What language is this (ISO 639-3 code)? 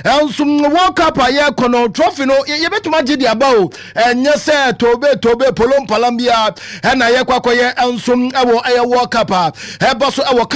aka